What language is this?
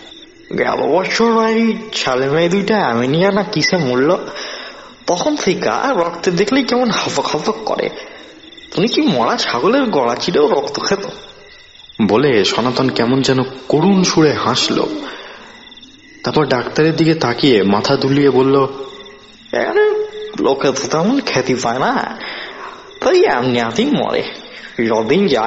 Bangla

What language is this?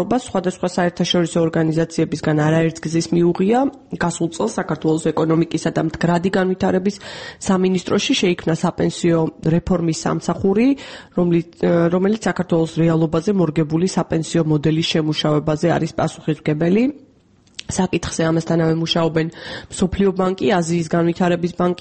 Georgian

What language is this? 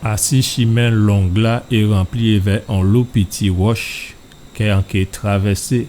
Guadeloupean Creole French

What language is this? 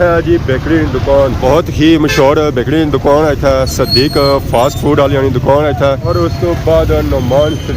Pahari-Potwari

